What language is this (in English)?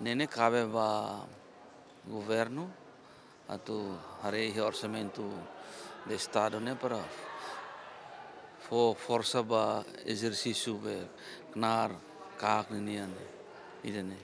Tetum